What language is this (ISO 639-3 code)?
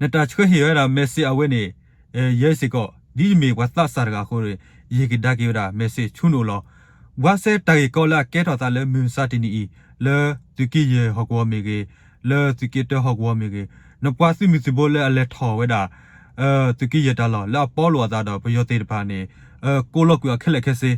ksw